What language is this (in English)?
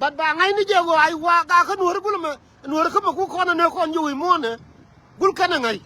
Nuer